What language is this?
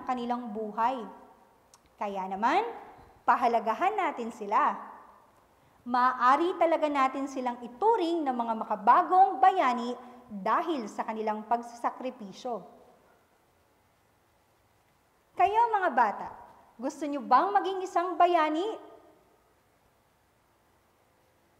Filipino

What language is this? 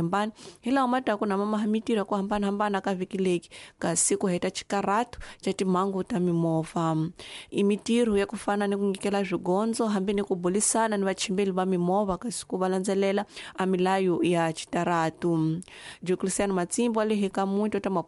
Tsonga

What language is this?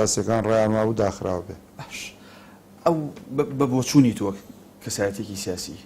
Central Kurdish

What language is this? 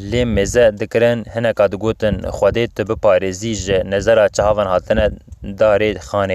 Kurdish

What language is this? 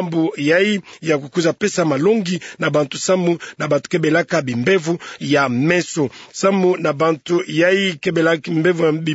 Kituba (Democratic Republic of Congo)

